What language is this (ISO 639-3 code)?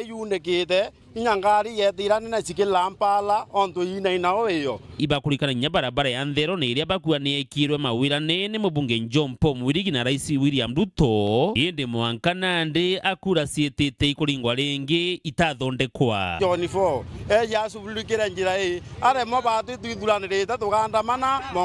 mer